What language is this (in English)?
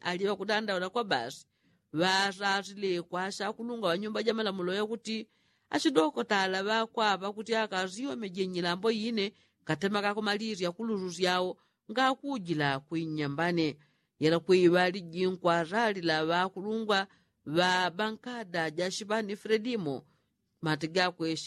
Yao